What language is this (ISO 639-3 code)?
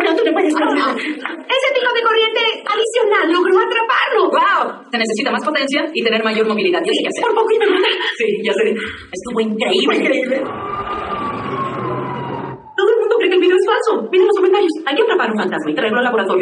spa